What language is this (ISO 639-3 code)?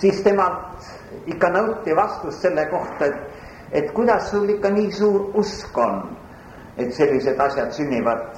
est